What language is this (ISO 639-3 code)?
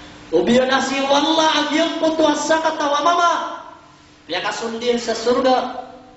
mrw